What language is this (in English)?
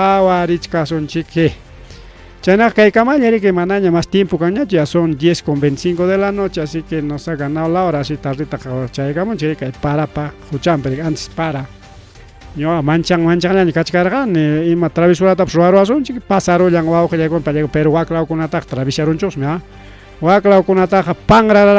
Ayacucho Quechua